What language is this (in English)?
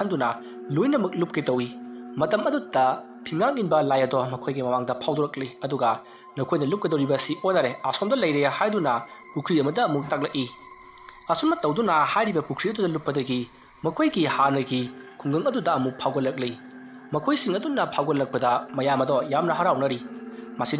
Manipuri